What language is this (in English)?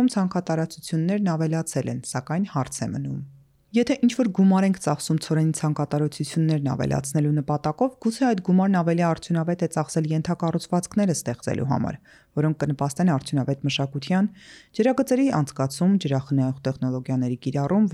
Armenian